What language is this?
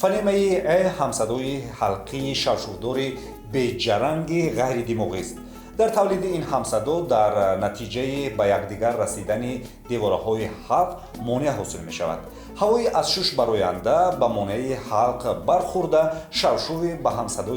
Tajik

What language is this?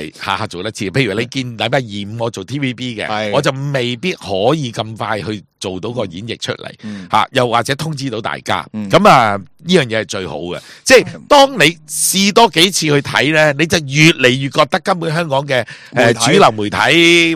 Cantonese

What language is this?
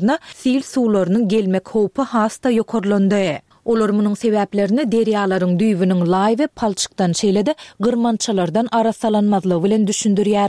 Turkmen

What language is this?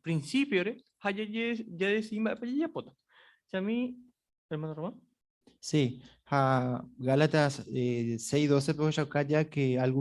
Guarani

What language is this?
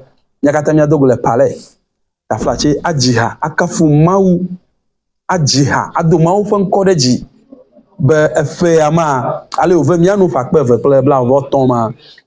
Ewe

